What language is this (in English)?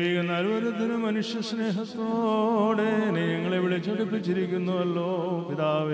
Malayalam